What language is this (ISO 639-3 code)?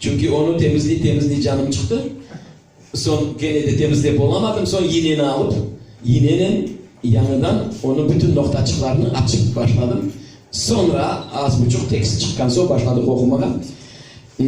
crh